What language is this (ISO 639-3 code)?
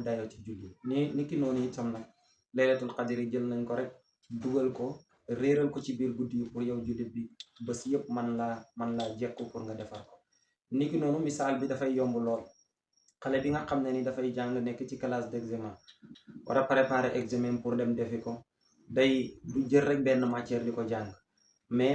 wol